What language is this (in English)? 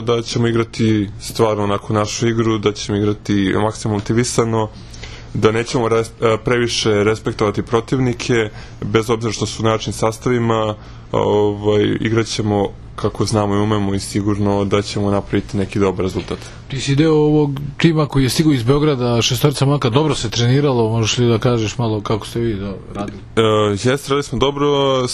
Serbian